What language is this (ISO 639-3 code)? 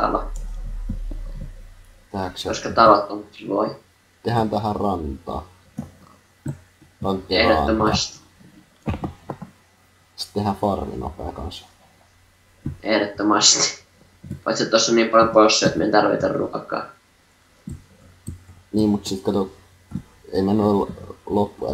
fin